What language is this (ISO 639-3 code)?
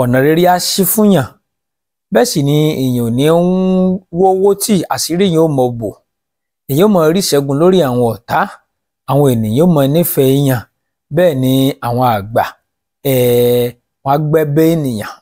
yor